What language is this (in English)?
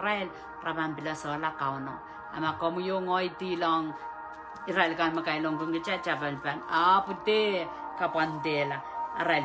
Pohnpeian